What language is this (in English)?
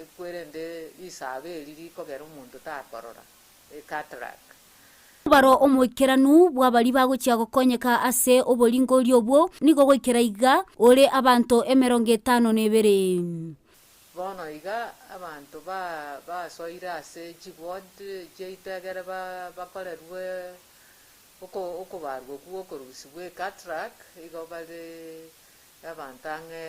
Gusii